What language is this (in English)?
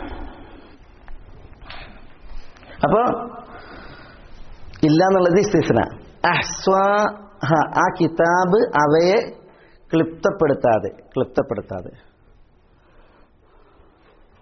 Malayalam